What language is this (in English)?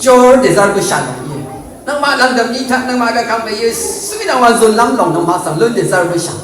Rawang